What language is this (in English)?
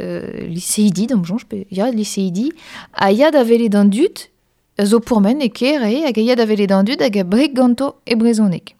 Breton